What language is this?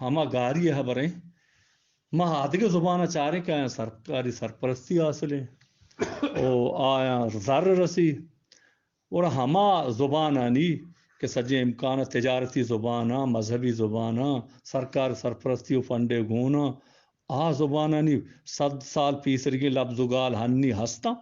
Eastern Balochi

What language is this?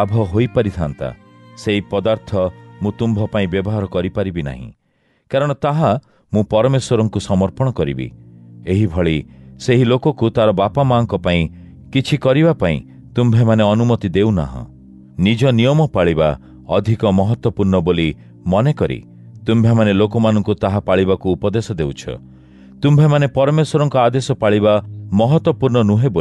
Odia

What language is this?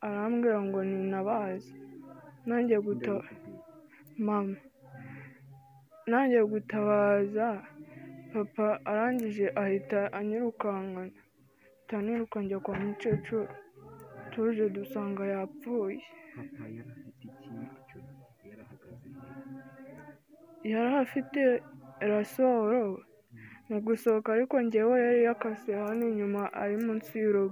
Kinyarwanda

